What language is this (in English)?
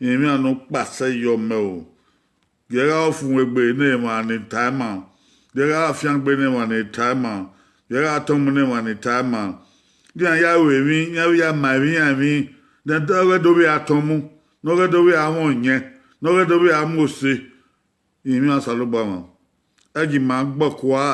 Bini